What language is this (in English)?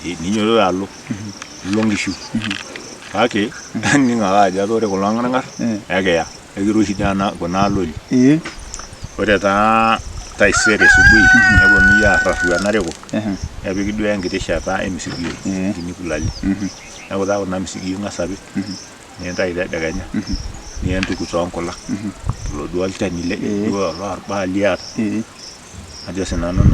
Masai